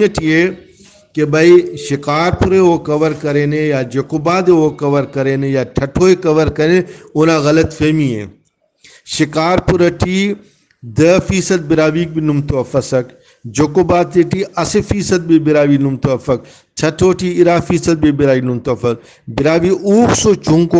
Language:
Brahui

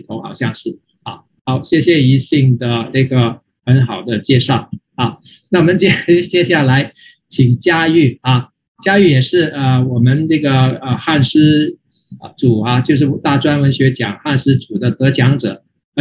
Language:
Chinese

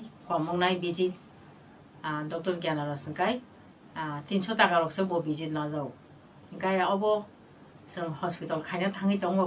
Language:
Kok Borok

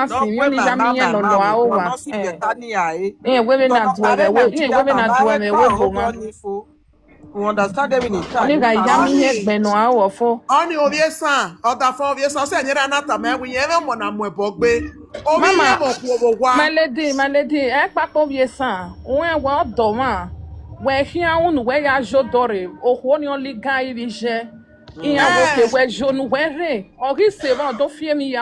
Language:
Nigerian Pidgin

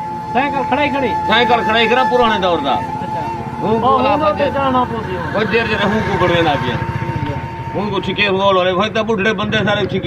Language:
Saraiki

